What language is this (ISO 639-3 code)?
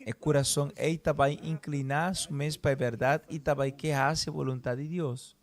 pap